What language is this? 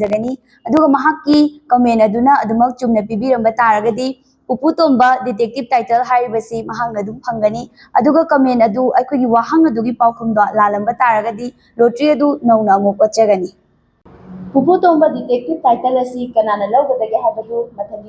Manipuri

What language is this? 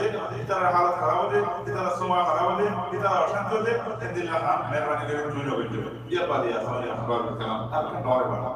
Rohingya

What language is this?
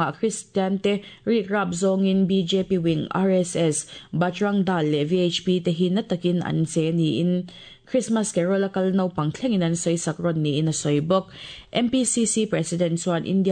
Mizo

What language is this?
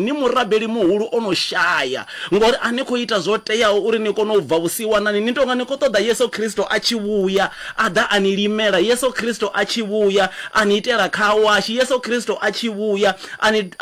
Venda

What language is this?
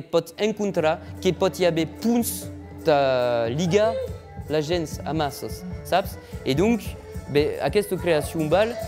Occitan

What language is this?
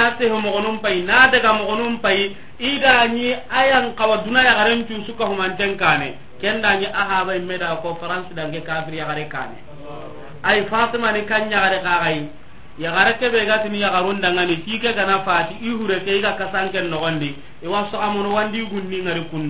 Soninke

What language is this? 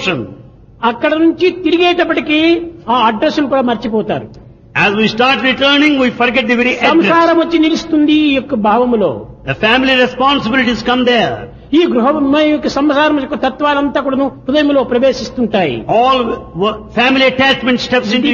Telugu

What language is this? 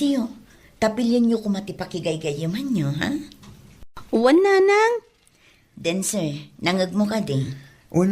Iloko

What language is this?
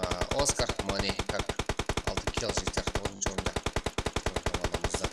Kara-Kalpak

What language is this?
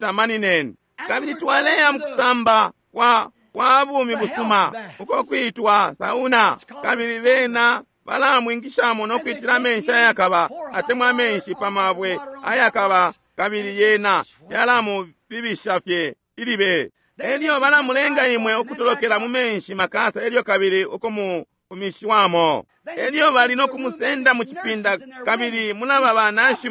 Bemba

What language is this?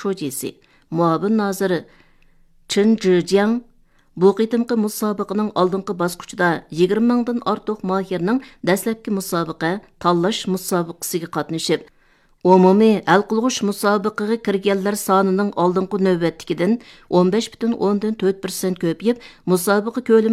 Uyghur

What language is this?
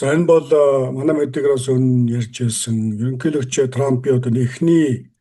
Mongolian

